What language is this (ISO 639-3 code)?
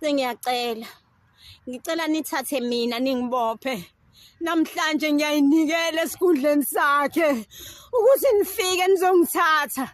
zul